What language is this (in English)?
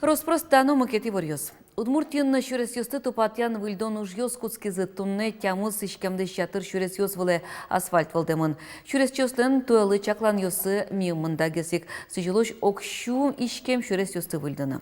Udmurt